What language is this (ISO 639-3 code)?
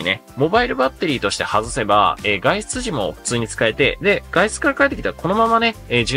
jpn